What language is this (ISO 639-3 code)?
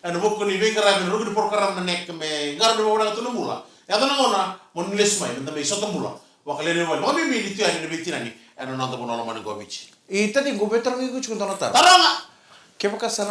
fij